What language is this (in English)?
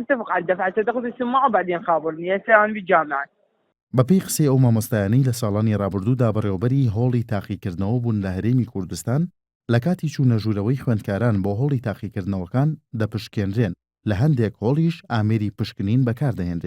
Central Kurdish